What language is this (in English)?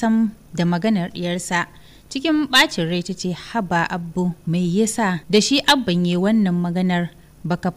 Hausa